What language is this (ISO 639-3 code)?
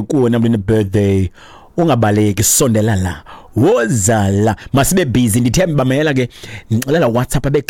xho